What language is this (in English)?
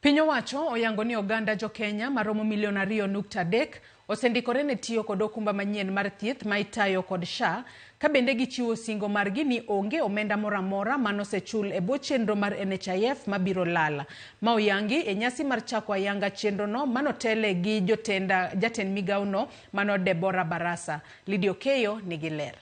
Luo (Kenya and Tanzania)